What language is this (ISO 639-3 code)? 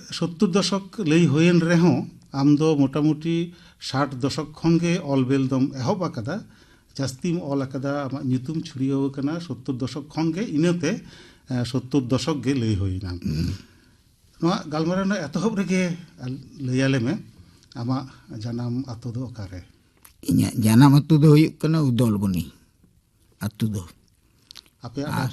sat